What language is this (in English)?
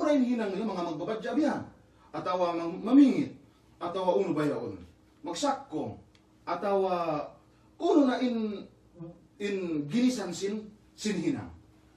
Yakan